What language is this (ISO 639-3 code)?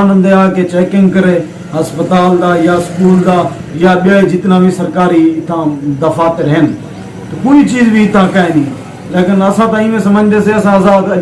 skr